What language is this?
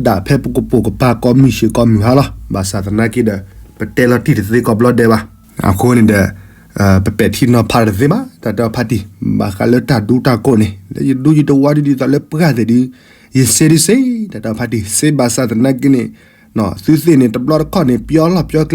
S'gaw Karen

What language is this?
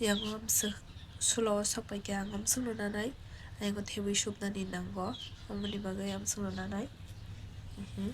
Kok Borok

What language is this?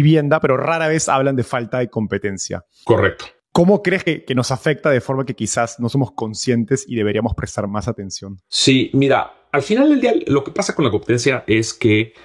Spanish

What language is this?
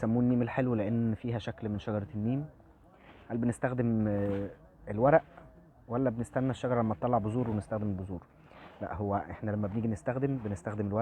Egyptian Arabic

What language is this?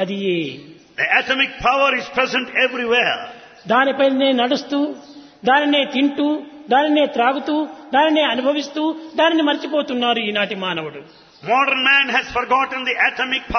Telugu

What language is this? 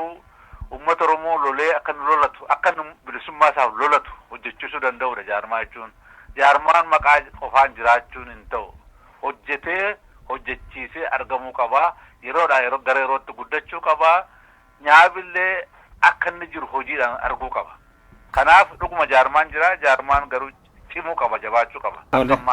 Oromo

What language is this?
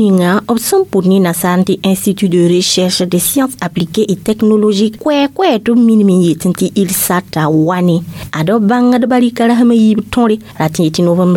Mossi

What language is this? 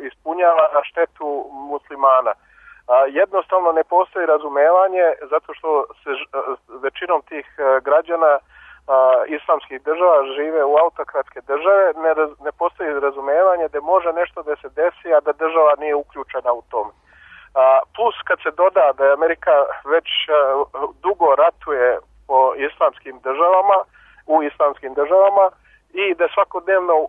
Serbian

